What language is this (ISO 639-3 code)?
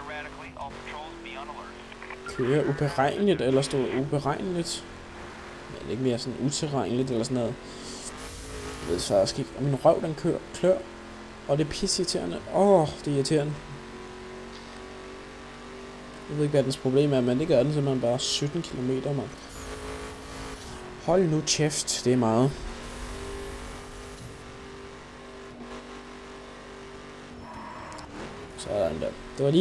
dan